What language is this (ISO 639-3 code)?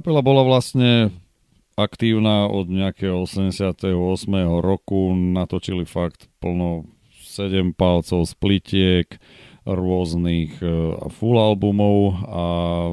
slk